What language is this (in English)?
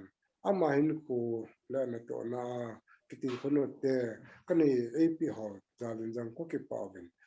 Thado Chin